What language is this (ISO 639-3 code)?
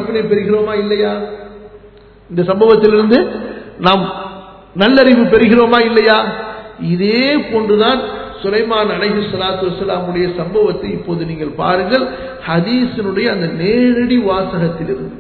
tam